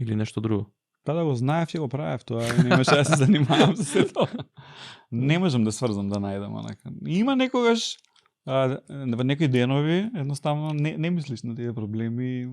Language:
Macedonian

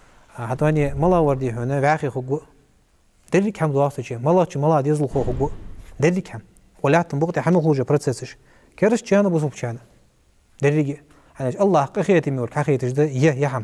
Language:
Ingush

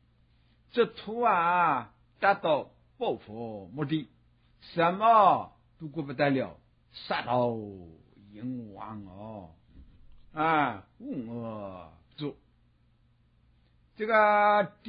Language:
Chinese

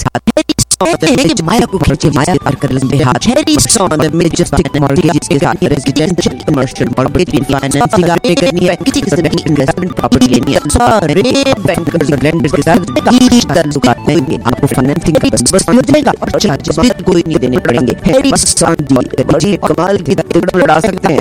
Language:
Hindi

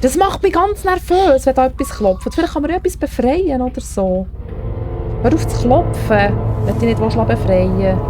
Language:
Swiss German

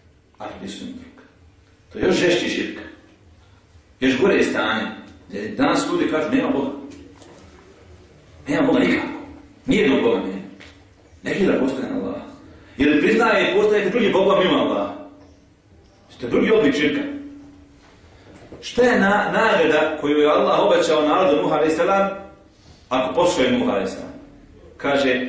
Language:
Bosnian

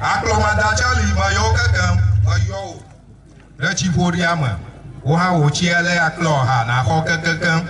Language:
Ewe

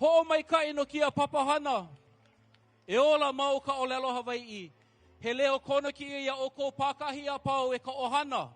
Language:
Hawaiian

